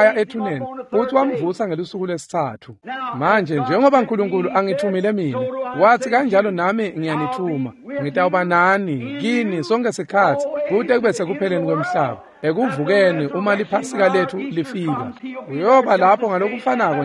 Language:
Swati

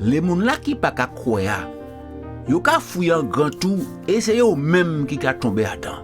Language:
Guadeloupean Creole French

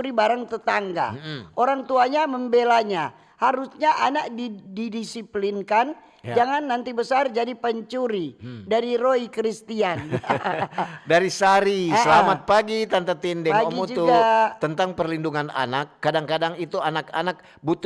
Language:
Manado Malay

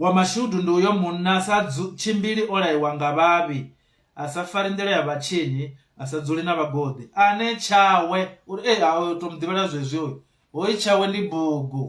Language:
Venda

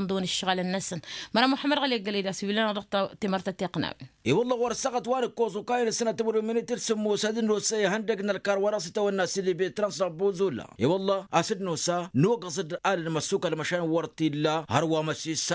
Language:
Tamasheq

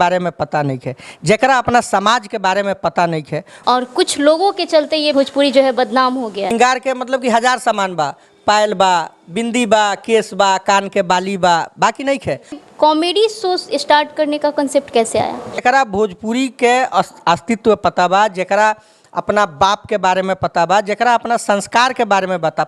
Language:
Bhojpuri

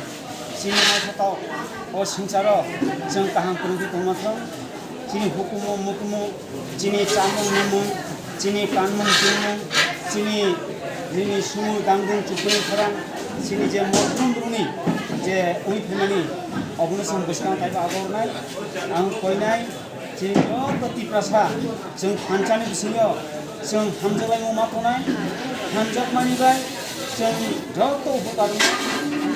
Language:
Kok Borok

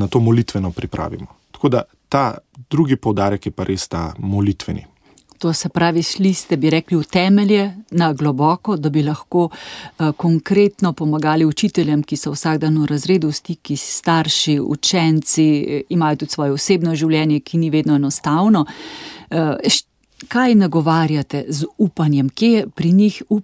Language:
Slovenian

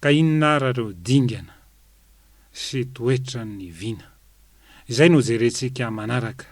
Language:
Malagasy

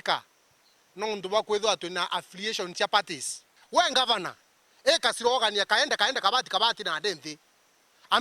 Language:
Meru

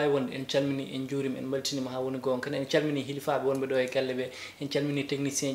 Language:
Fula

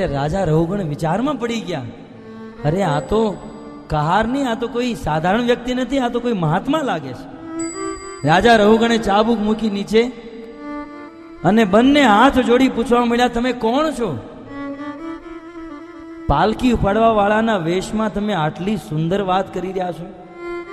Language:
Gujarati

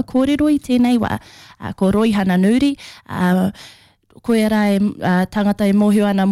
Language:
Māori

